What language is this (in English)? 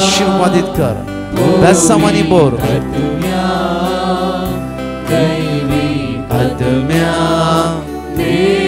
Konkani